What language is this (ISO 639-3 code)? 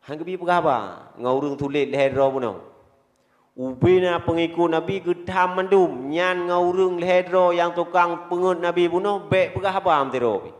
ace